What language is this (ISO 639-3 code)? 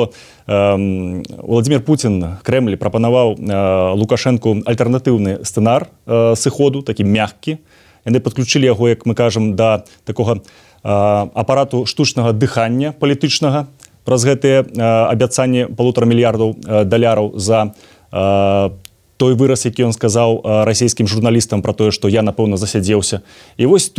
bel